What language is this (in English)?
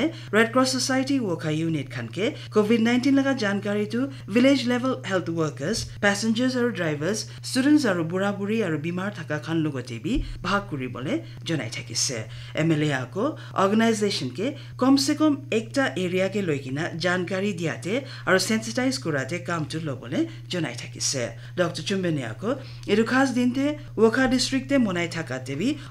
Naga Pidgin